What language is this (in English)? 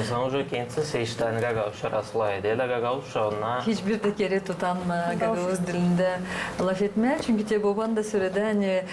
Gagauz